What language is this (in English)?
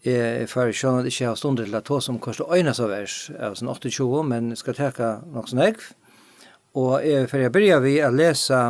Faroese